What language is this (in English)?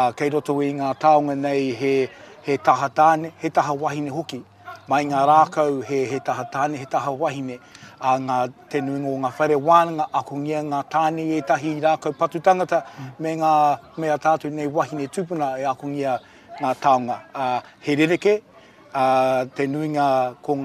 Māori